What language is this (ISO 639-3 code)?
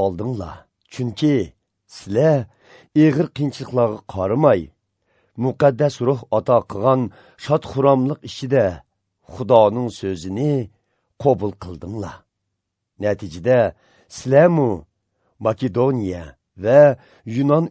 uig